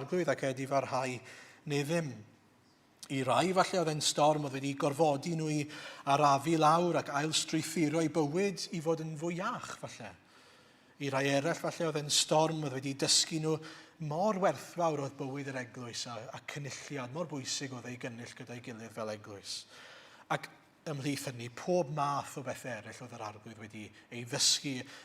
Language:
Welsh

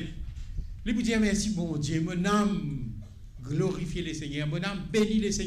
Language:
Morisyen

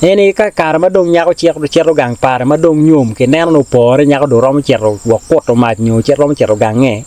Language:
Acoli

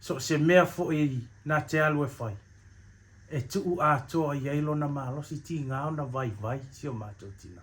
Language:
Samoan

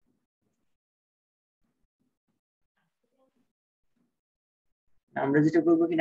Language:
Bangla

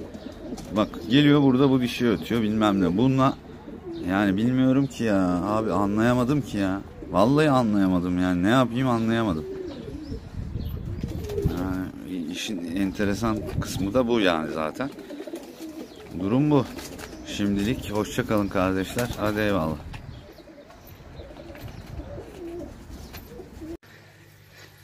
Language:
Turkish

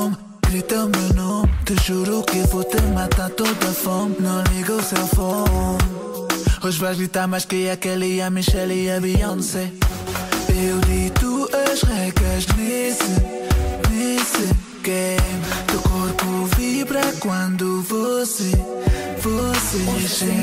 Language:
Portuguese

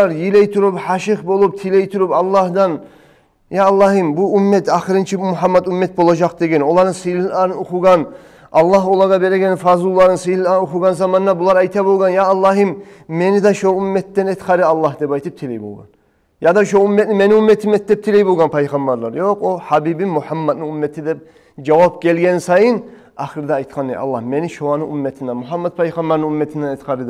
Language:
Kumyk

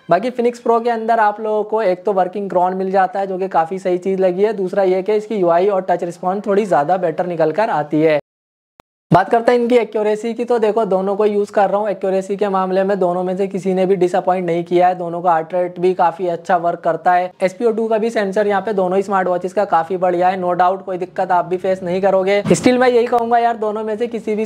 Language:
Hindi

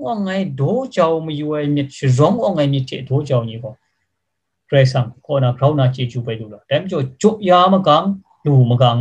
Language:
Kachin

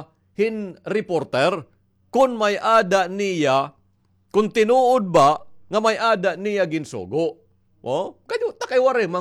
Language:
Waray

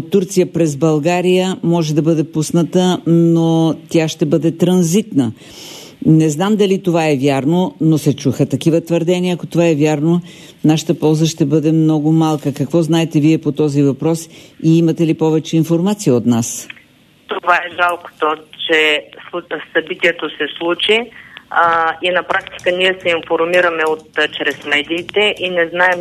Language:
Bulgarian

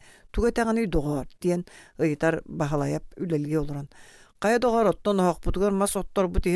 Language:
Yakut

